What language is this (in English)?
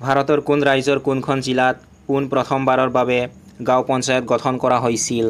Assamese